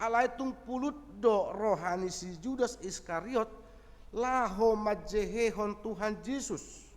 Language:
Batak Toba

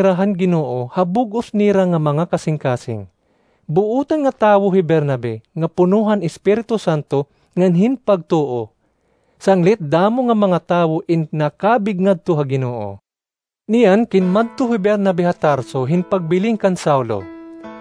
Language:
Waray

